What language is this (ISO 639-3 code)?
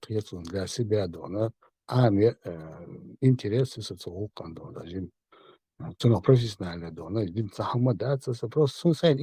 che